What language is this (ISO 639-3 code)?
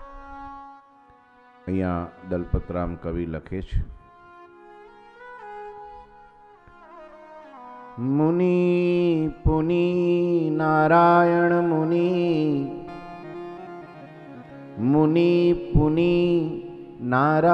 guj